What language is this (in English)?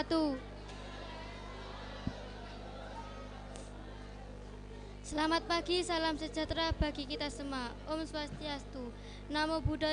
Indonesian